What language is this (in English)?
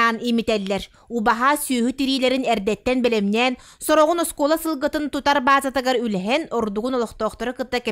Yakut